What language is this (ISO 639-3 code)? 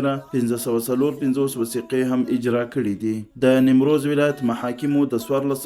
pus